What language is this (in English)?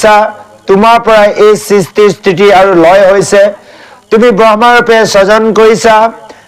Assamese